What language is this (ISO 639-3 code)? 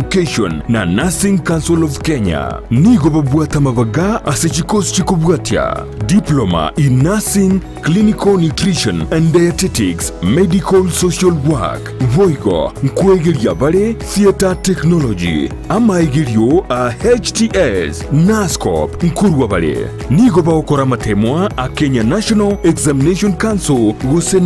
guz